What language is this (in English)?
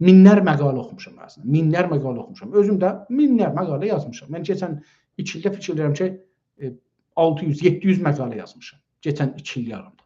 South Azerbaijani